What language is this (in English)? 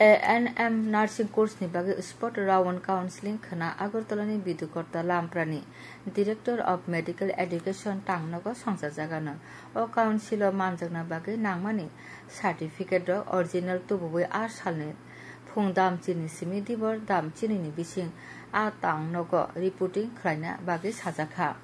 Kok Borok